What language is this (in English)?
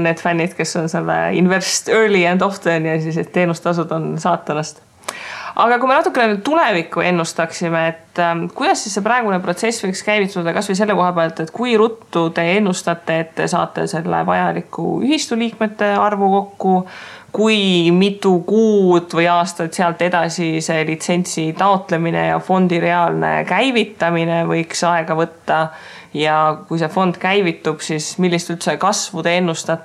Estonian